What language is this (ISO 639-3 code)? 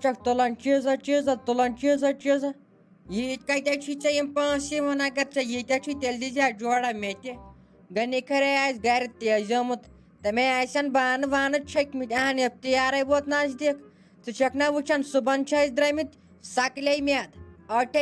kas